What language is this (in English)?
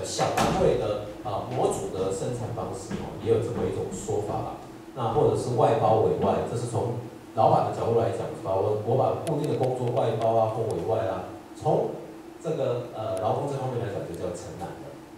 Chinese